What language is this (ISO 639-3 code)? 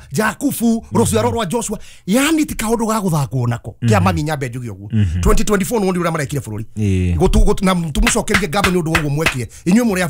kik